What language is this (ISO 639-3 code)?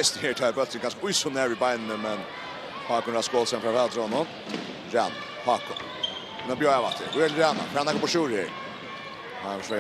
fao